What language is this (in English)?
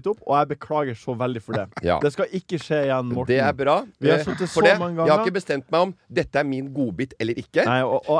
Norwegian